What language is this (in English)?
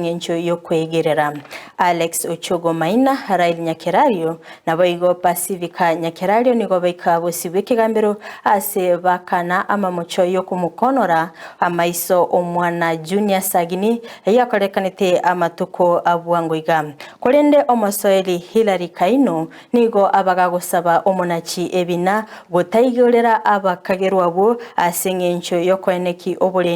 Gusii